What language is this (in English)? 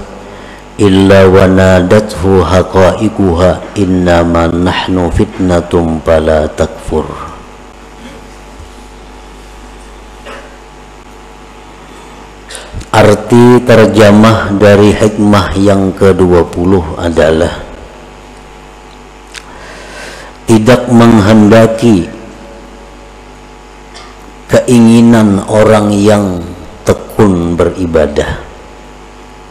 Indonesian